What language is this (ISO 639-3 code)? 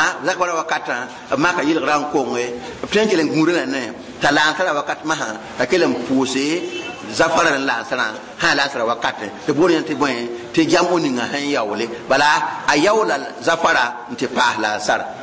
mos